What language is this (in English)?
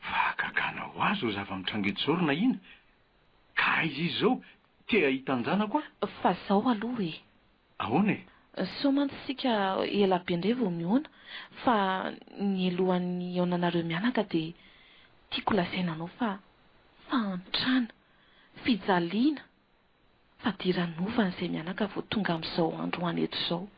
Malagasy